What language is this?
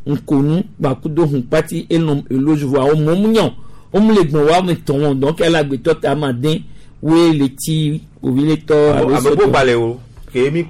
Gen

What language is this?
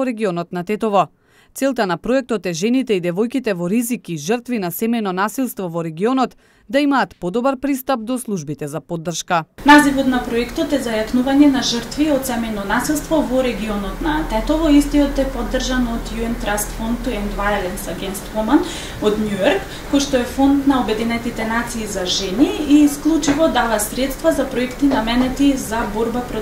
Macedonian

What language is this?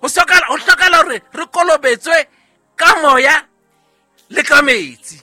Southern Sotho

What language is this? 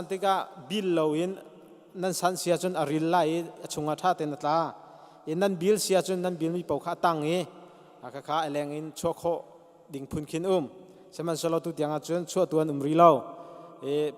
Hakha Chin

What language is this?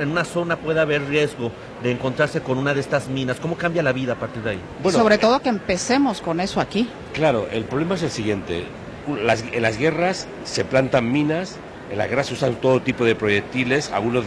Spanish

